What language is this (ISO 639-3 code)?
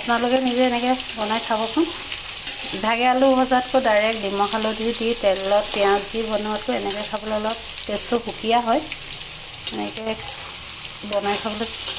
asm